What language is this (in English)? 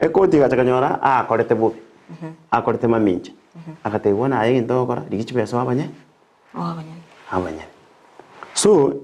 Gusii